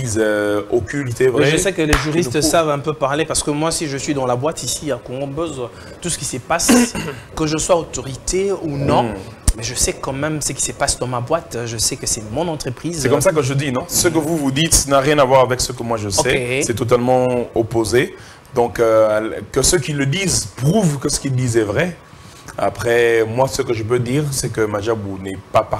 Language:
French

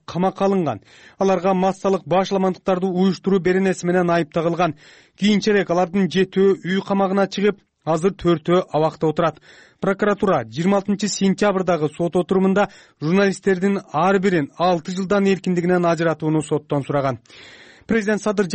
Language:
Kyrgyz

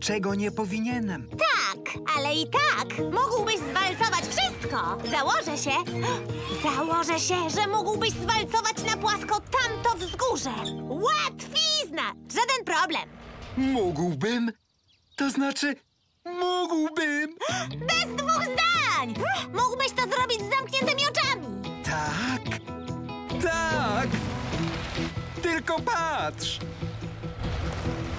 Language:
Polish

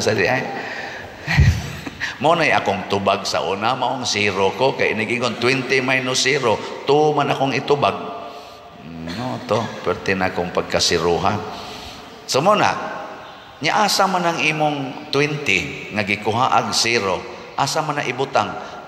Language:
Cebuano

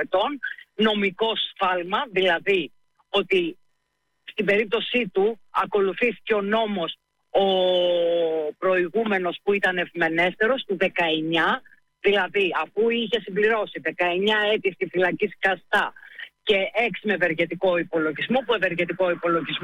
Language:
Greek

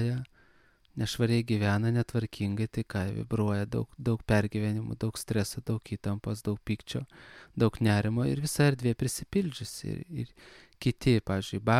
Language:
Lithuanian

